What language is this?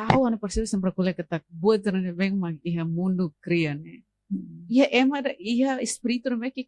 Tetum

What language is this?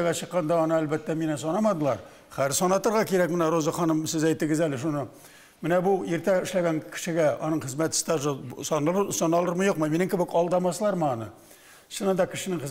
Tatar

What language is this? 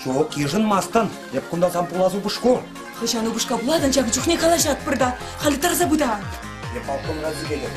Chuvash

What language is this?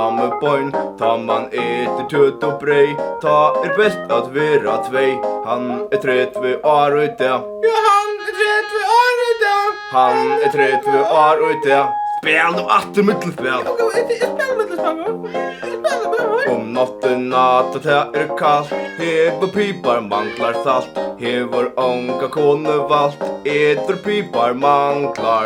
Faroese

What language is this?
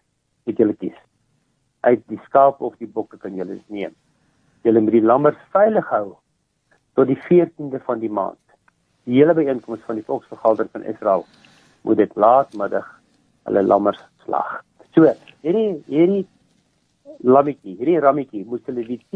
Afrikaans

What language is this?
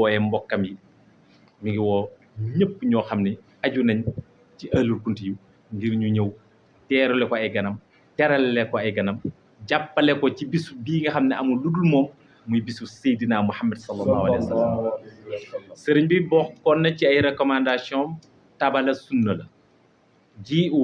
Wolof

